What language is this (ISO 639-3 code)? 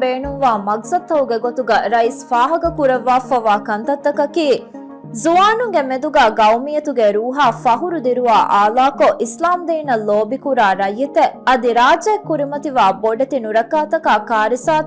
div